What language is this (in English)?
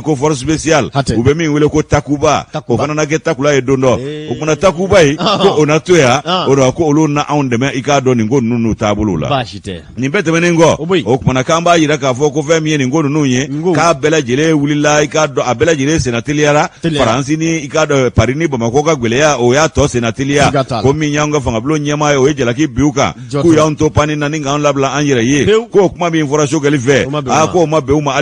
Bambara